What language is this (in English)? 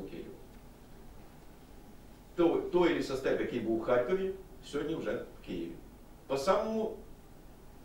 Ukrainian